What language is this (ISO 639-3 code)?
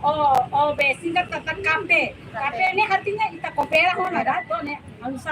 tet